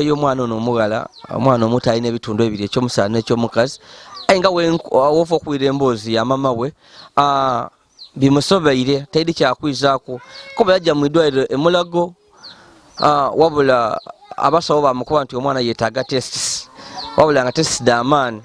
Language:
Ganda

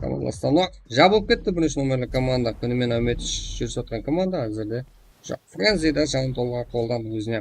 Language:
Kara-Kalpak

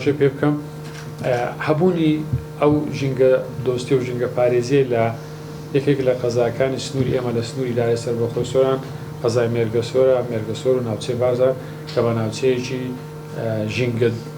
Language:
Central Kurdish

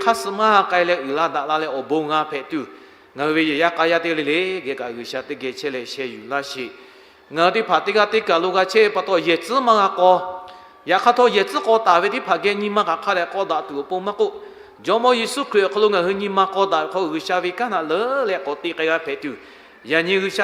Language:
Lahu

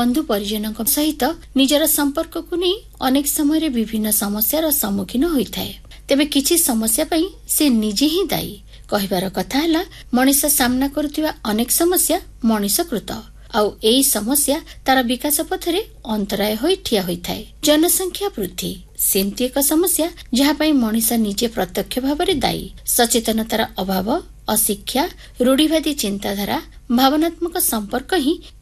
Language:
Odia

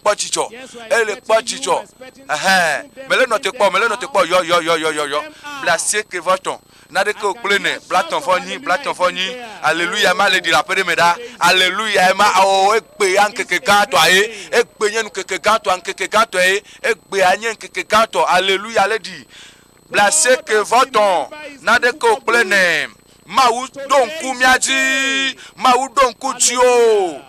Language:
Ewe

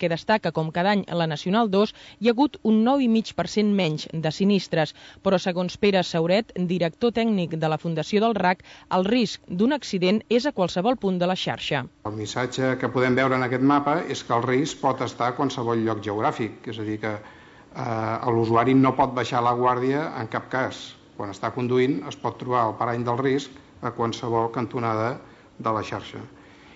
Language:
Catalan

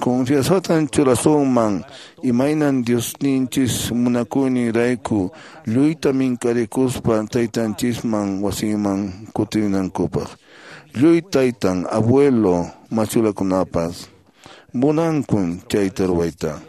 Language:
Quechua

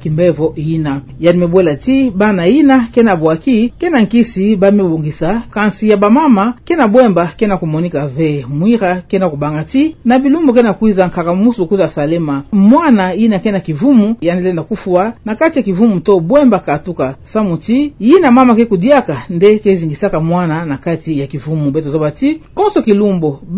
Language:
Kituba (Democratic Republic of Congo)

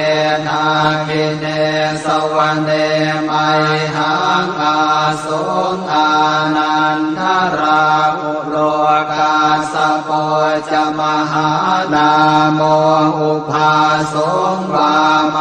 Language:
Pali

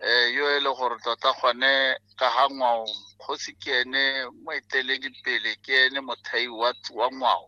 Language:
Tswana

